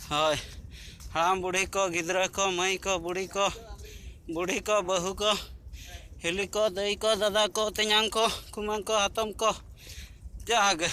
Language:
Santali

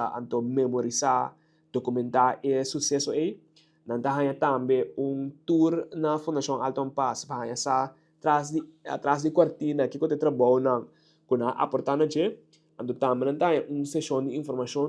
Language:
Papiamento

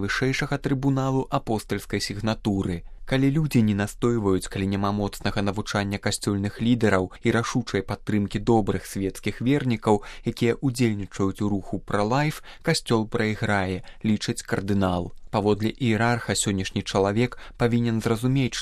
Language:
Belarusian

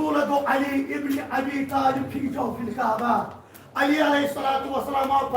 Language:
Kashmiri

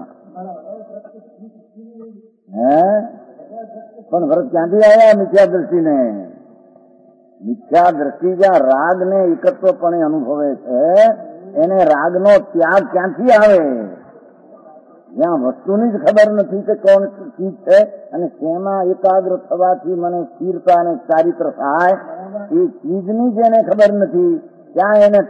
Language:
Gujarati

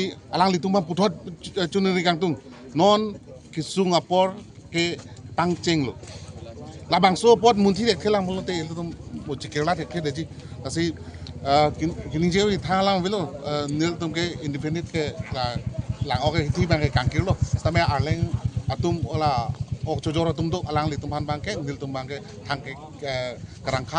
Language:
Karbi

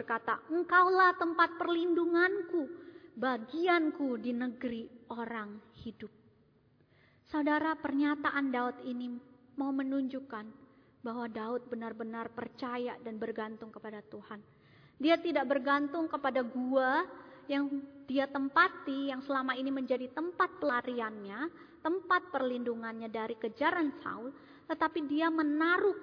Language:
Indonesian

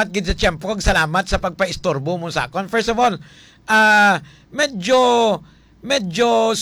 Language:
Hiligaynon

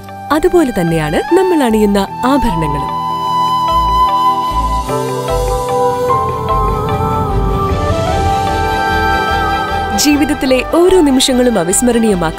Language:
Malayalam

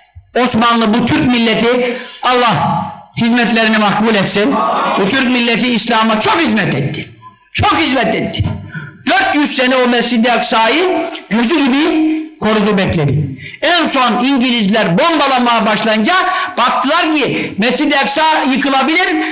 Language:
Turkish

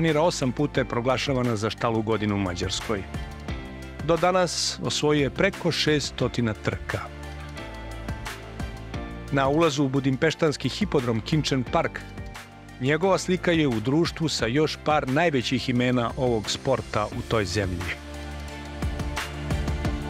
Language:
Serbian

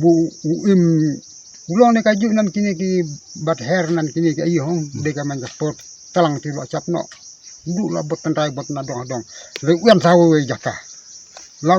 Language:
Khasi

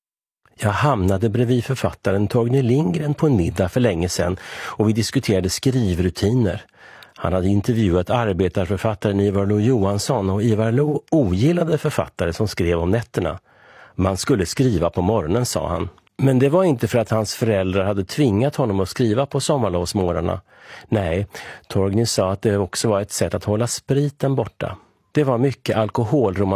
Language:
Swedish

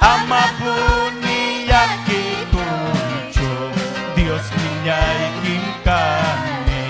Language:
Ayacucho Quechua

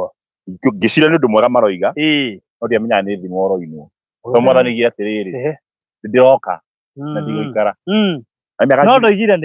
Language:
Kikuyu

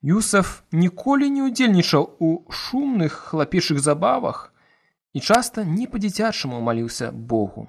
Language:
Belarusian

